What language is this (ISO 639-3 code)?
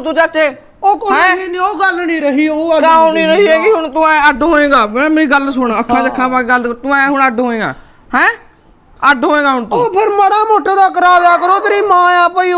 pan